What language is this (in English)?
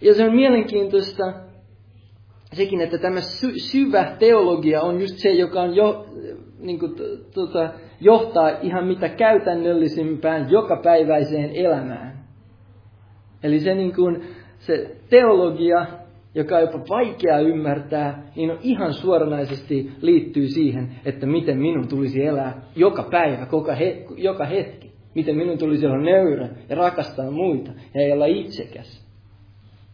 Finnish